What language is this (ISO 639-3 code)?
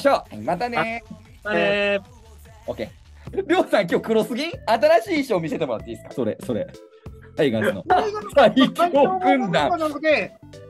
jpn